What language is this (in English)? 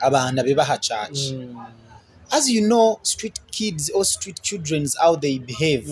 Nyankole